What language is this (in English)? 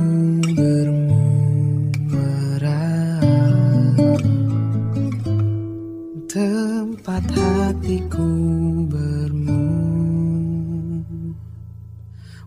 Indonesian